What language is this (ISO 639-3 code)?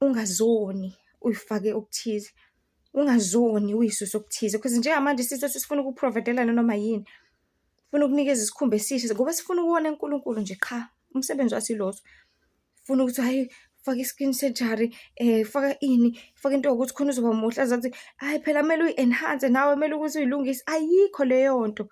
zul